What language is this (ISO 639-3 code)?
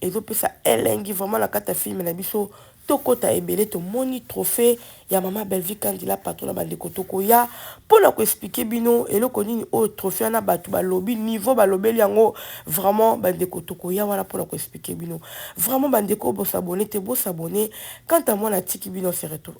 lin